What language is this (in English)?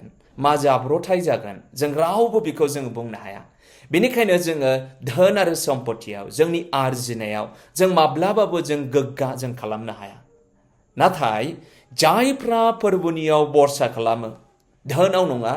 Bodo